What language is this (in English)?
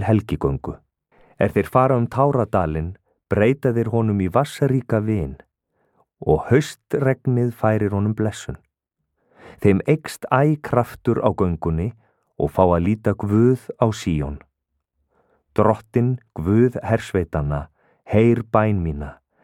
Icelandic